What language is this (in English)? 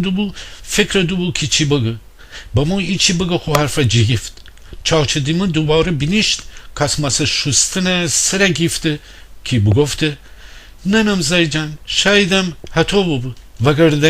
Gilaki